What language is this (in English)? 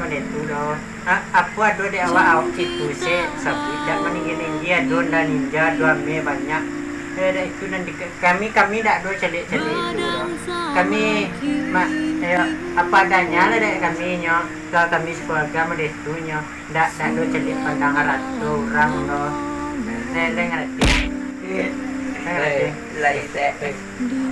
Minangkabau